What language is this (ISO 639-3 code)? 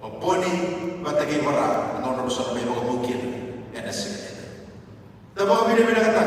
fij